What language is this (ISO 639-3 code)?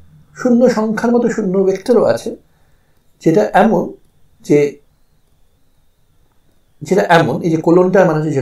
ben